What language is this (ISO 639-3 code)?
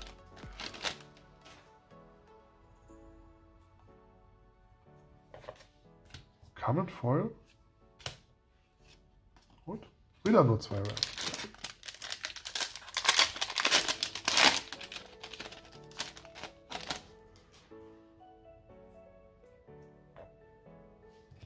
deu